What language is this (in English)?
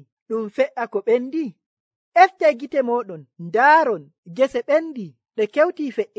Nigerian Fulfulde